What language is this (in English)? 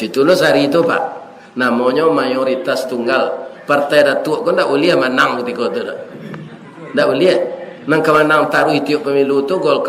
Minangkabau